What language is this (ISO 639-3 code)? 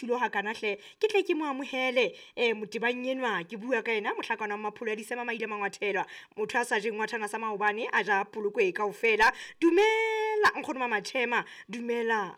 sot